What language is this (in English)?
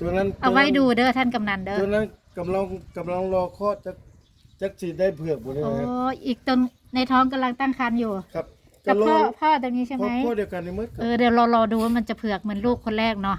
Northeastern Thai